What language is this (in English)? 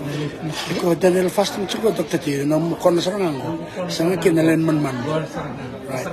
Fijian